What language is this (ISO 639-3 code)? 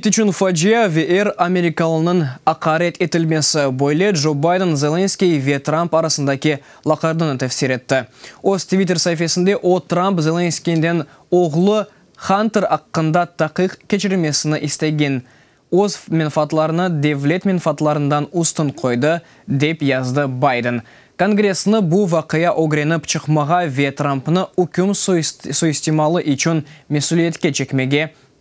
crh